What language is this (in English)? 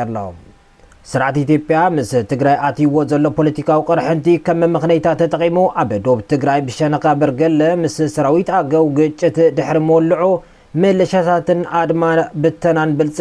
Tigrinya